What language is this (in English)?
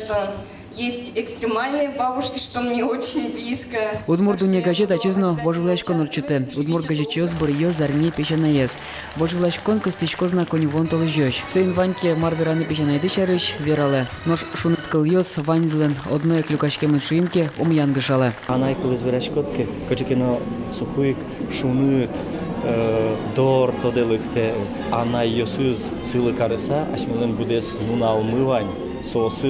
Udmurt